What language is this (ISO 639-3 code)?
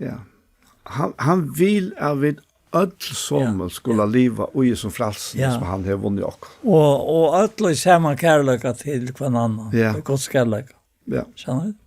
fao